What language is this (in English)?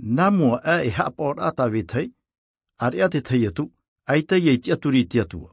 Tahitian